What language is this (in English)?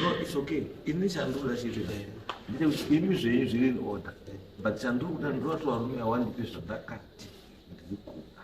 Shona